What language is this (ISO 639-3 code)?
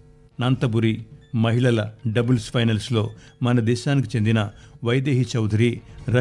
tel